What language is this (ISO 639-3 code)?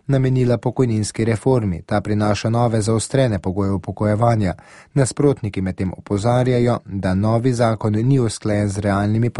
slv